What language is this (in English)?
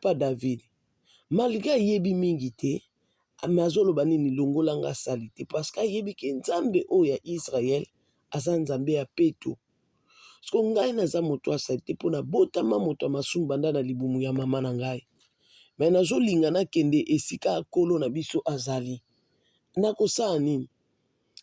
Lingala